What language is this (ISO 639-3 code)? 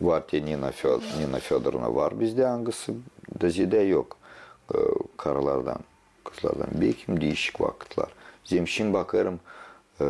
gag